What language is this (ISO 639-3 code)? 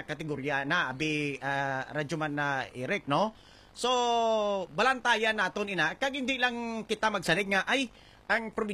hil